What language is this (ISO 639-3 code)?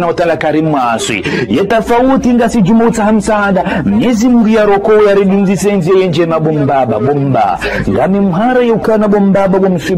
zdj